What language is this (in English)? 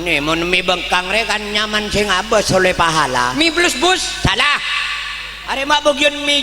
Madurese